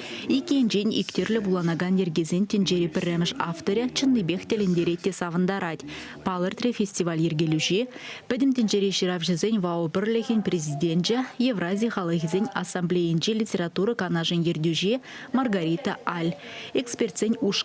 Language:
Chuvash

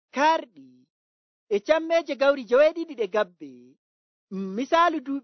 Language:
Nigerian Fulfulde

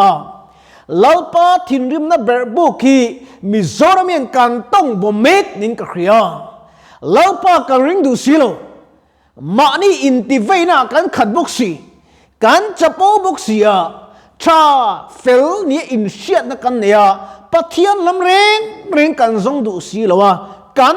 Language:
Mizo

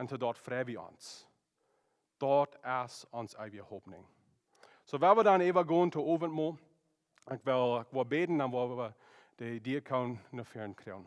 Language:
Plautdietsch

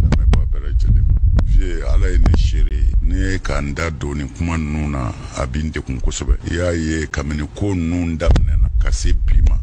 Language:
Bambara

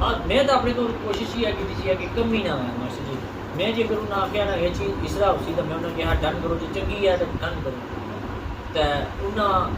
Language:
Pahari-Potwari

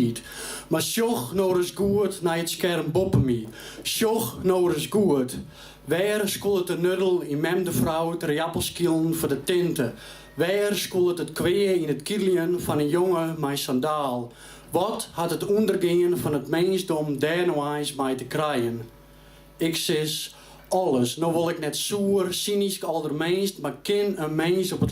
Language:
Western Frisian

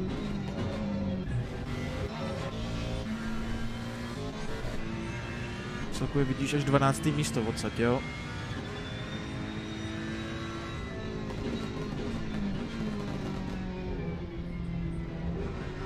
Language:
Czech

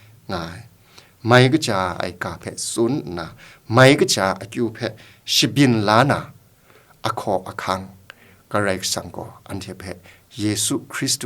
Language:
Kachin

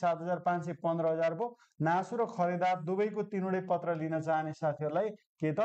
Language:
Nepali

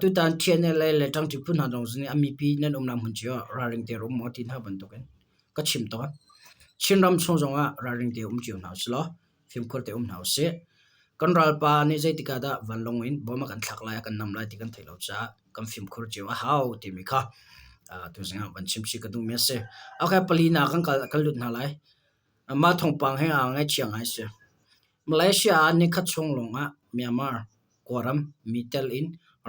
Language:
Hakha Chin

